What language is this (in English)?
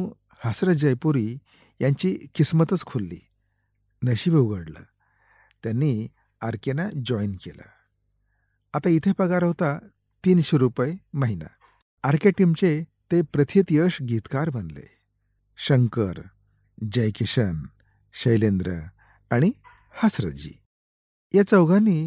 Marathi